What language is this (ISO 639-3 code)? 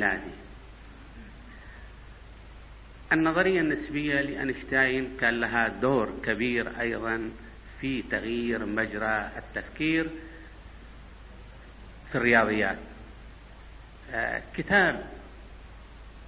ara